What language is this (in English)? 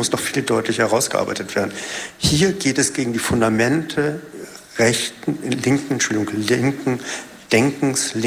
German